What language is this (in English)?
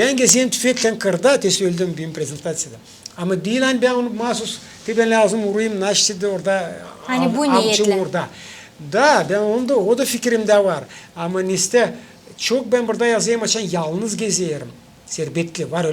Gagauz